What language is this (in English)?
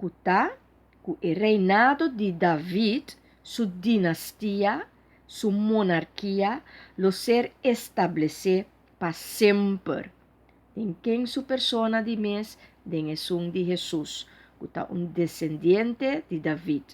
Papiamento